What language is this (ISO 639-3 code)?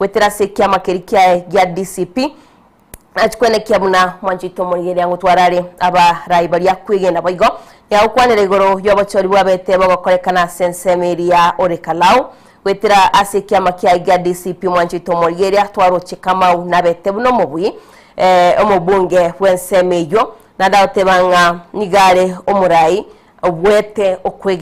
guz